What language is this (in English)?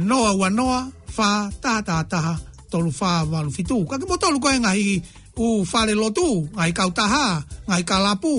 Tongan